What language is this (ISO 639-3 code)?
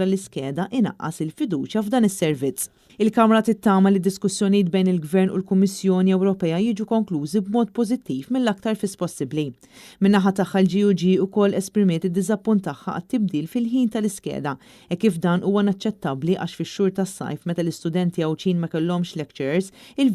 mlt